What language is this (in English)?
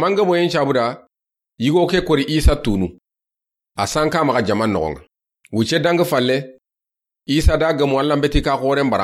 Soninke